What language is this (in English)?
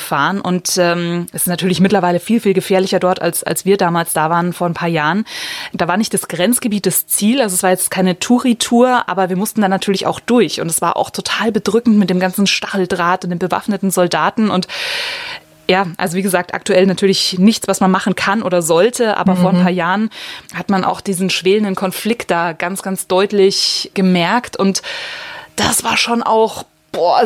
German